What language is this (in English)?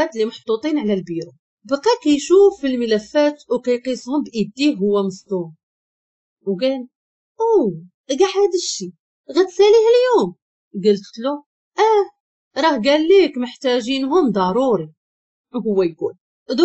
Moroccan Arabic